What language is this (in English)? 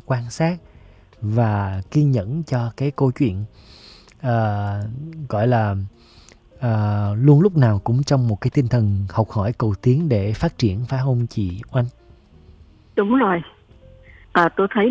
Vietnamese